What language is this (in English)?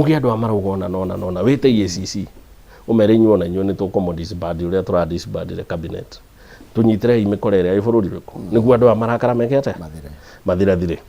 Kikuyu